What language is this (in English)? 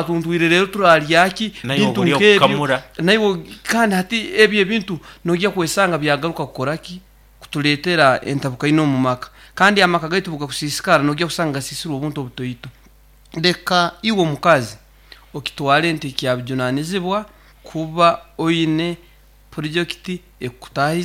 Nyankole